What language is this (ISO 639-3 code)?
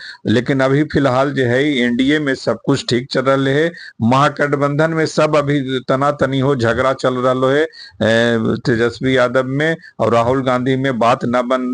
mag